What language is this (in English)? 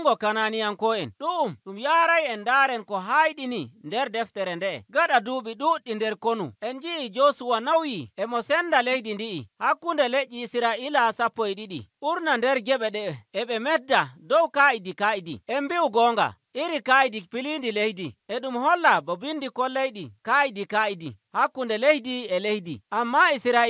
Nigerian Fulfulde